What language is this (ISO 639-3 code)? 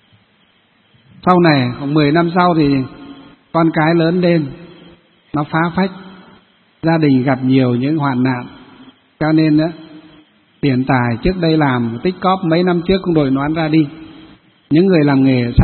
vie